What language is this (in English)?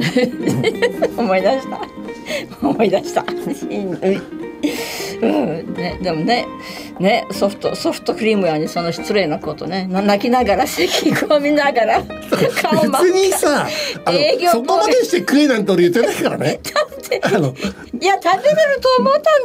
Japanese